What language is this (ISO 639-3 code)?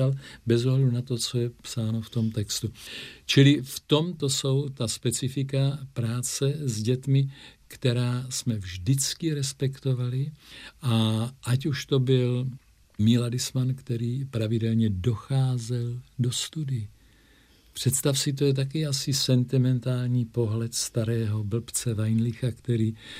ces